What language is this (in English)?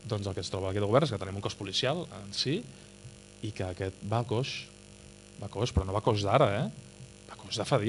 Catalan